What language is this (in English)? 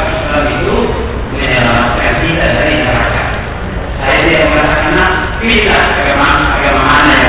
Indonesian